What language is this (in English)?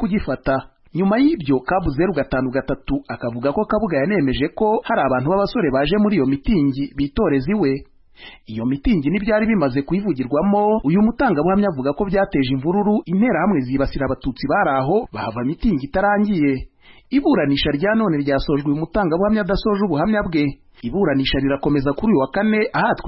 Kinyarwanda